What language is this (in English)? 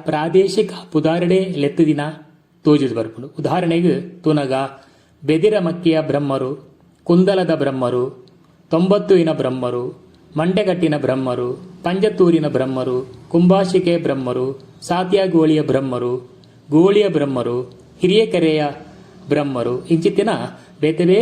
Tulu